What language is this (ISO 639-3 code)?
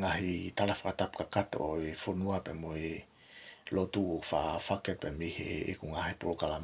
ton